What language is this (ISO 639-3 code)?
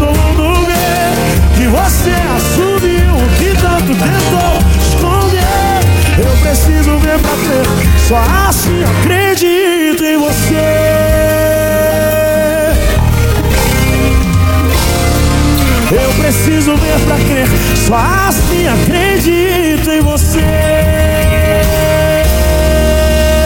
por